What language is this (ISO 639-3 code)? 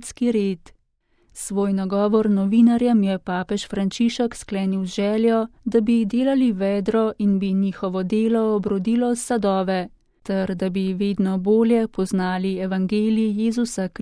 slv